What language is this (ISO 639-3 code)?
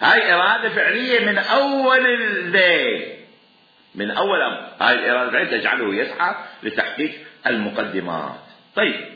acm